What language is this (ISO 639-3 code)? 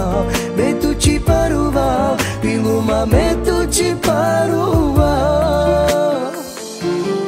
ron